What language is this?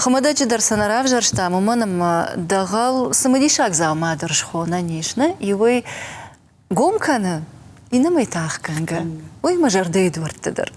Ossetic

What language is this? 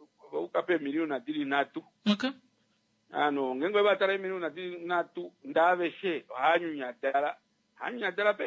Kuanyama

